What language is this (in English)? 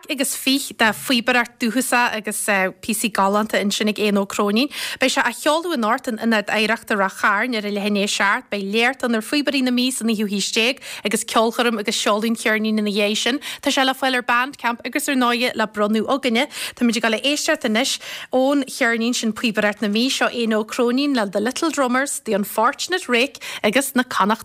Irish